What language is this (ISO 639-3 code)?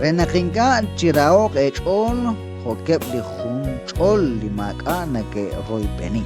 kek